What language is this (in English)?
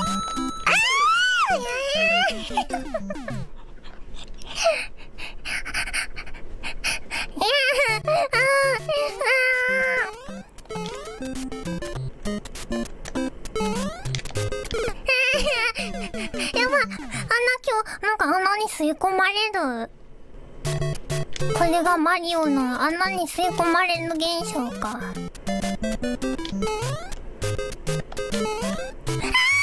Japanese